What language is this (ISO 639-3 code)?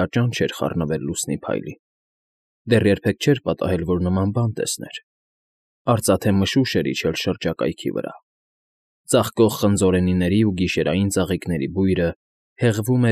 hye